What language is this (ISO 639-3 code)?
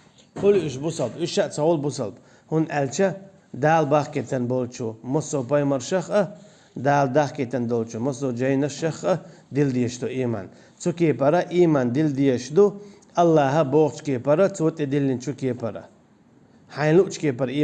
che